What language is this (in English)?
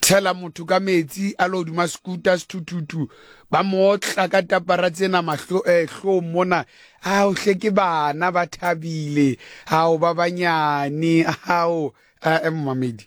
Southern Sotho